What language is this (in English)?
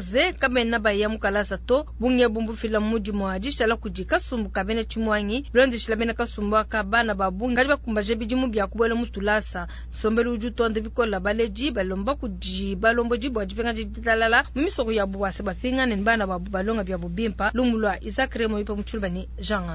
Luba-Lulua